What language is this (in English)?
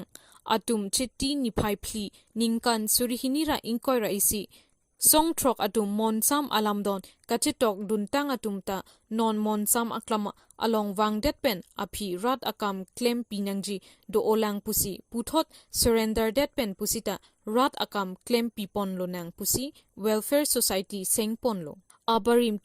Karbi